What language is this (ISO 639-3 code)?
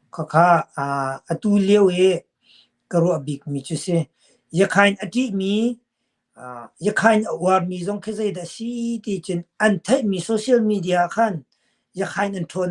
cnh